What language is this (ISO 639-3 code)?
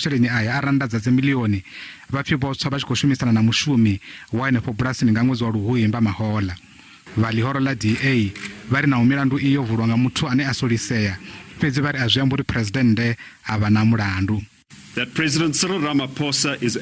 ven